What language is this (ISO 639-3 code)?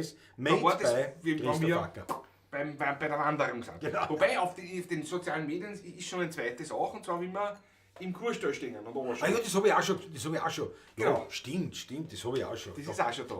bar